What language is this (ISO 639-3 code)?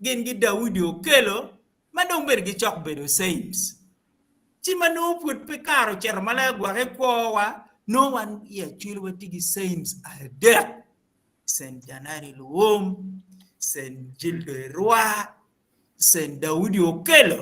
ach